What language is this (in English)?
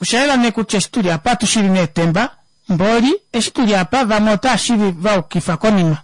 Kuanyama